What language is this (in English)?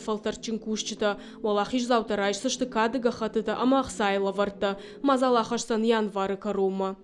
Ossetic